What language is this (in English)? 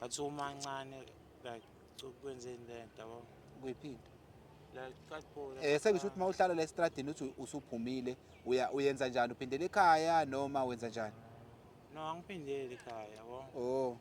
Zulu